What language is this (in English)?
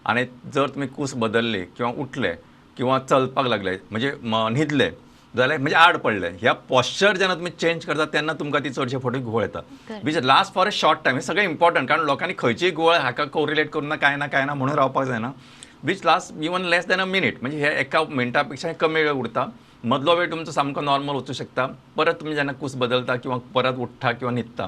Konkani